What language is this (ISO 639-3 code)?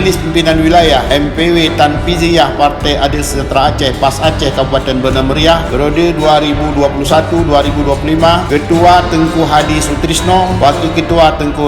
ace